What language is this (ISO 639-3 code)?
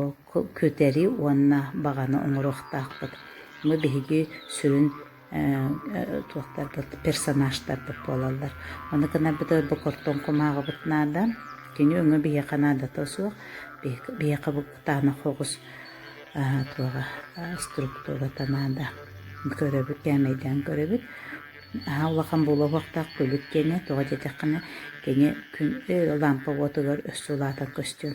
sah